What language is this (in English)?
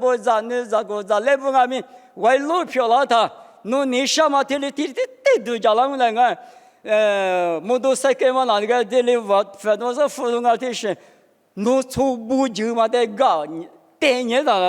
Lisu